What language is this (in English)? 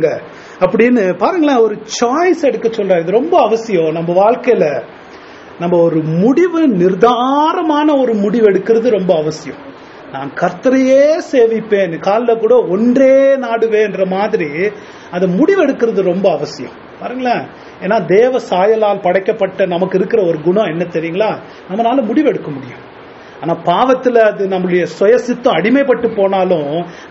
Tamil